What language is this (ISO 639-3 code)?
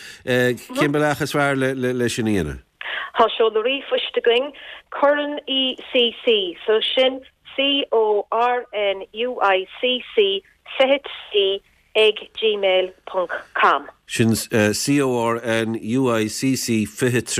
gle